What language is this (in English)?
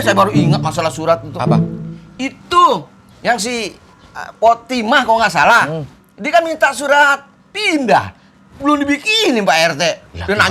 Betawi